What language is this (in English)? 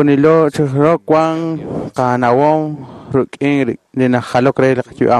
Kekchí